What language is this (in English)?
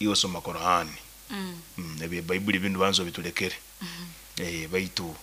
Nyoro